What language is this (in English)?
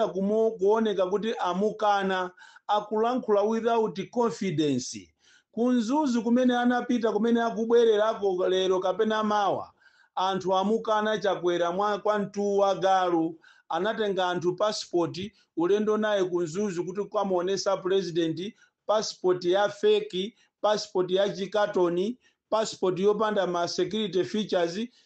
Nyanja